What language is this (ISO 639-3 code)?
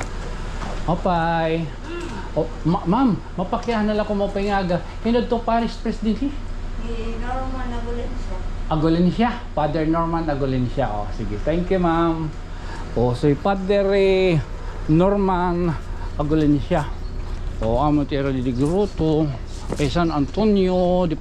war